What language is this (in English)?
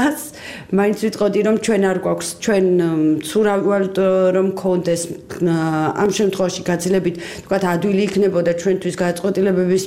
Georgian